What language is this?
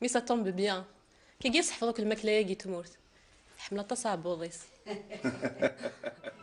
Kabyle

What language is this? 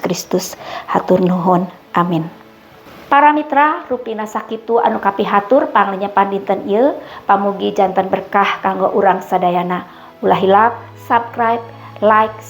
Sundanese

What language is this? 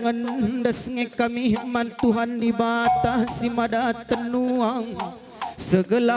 Batak Karo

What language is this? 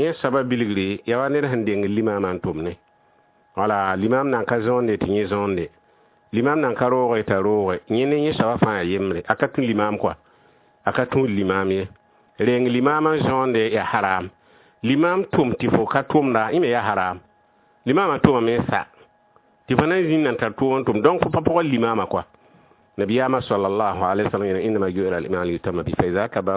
Mossi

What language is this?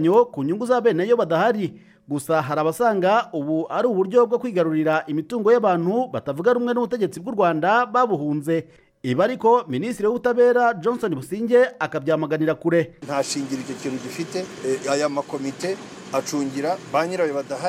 Kinyarwanda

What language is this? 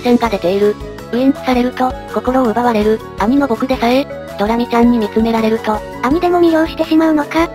Japanese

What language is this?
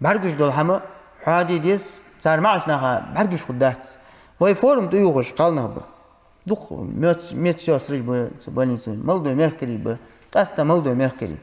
Ingush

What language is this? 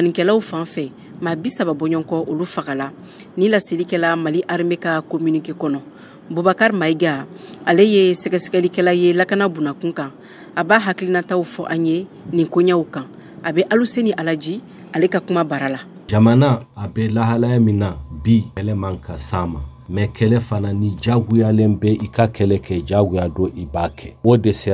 Bambara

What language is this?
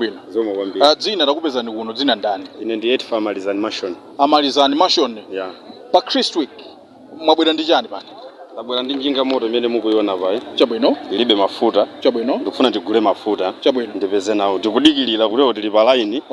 Nyanja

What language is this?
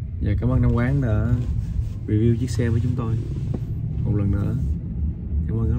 Vietnamese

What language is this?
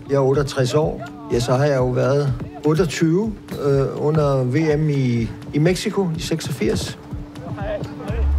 Danish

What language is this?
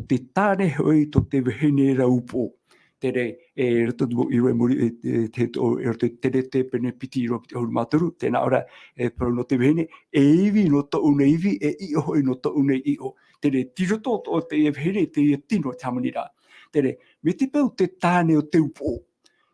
Tahitian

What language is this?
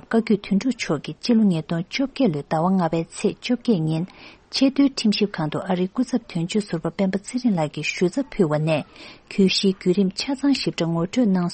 Tibetan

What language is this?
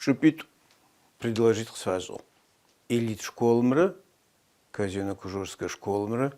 Adyghe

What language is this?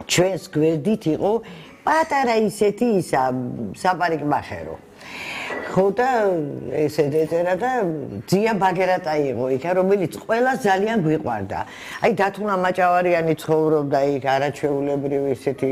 Georgian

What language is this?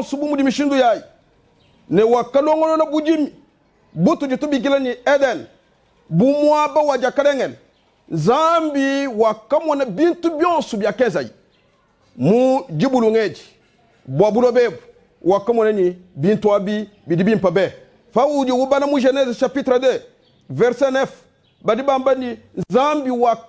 Luba-Lulua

